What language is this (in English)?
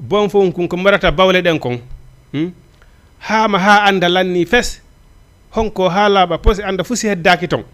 Fula